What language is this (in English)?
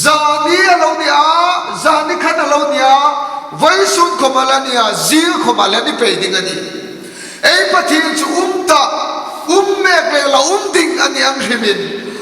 Hmar